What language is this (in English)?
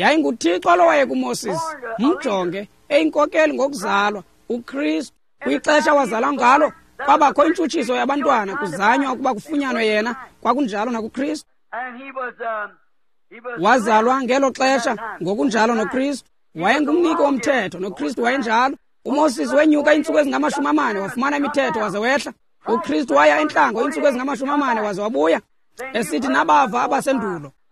Xhosa